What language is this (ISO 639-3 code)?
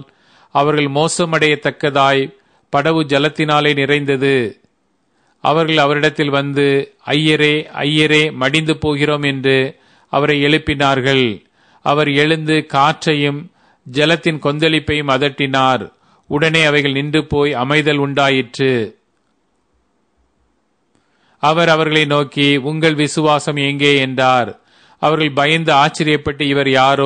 tam